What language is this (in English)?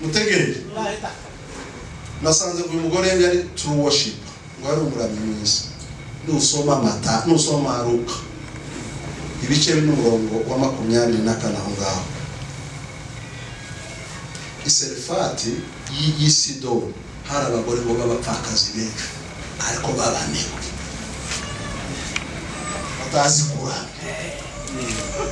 Kinyarwanda